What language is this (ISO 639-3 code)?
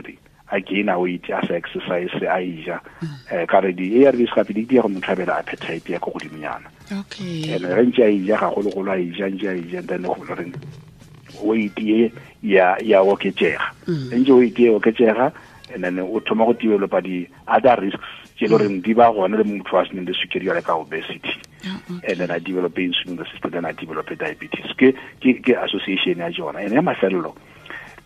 tsn